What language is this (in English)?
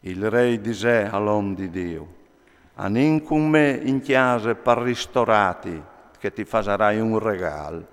Friulian